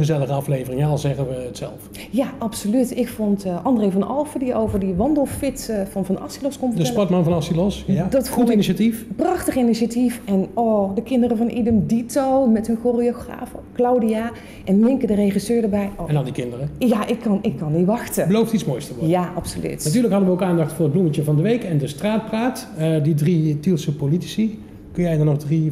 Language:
Dutch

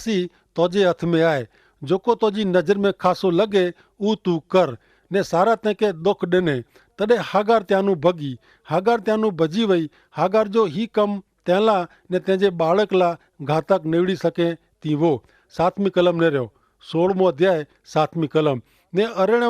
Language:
Kachhi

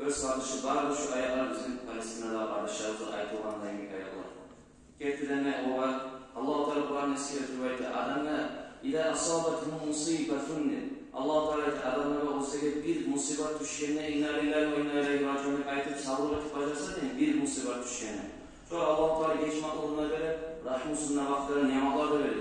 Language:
Kumyk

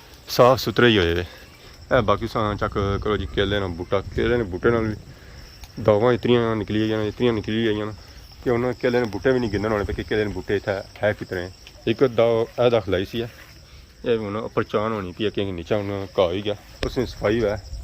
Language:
Pahari-Potwari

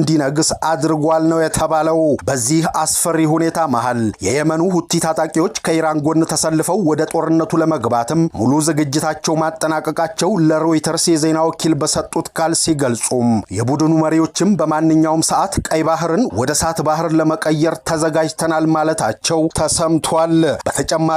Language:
Amharic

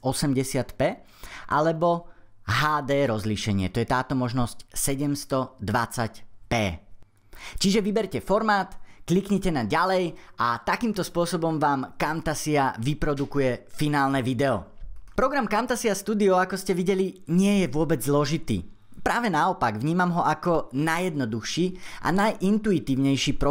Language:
Slovak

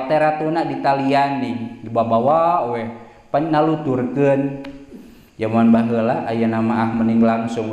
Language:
Sundanese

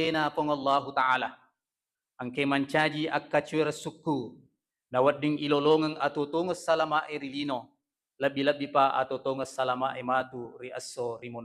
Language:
Buginese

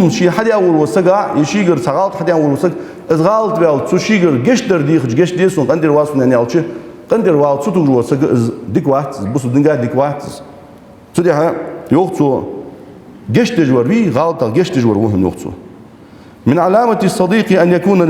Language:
Ingush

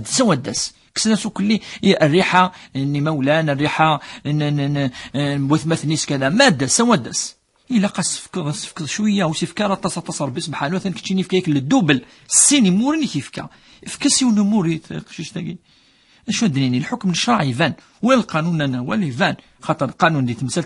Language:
Kabyle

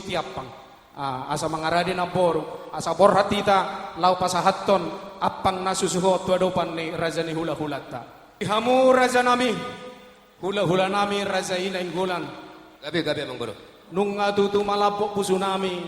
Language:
Batak Toba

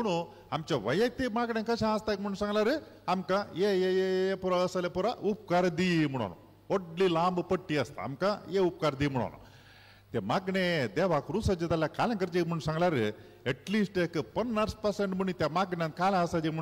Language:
Konkani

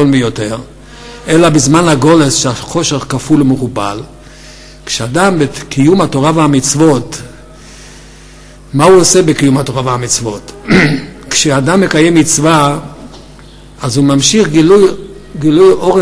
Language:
Hebrew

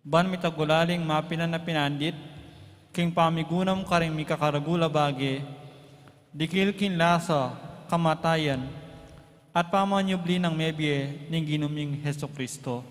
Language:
Pampanga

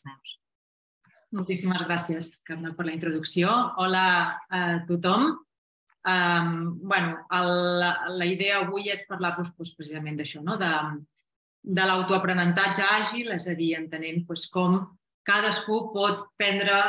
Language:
Catalan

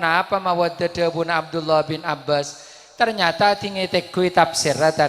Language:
Madurese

